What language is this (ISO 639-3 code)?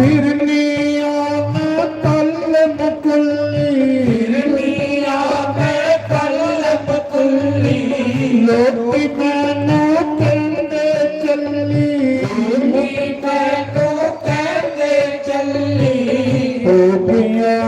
doi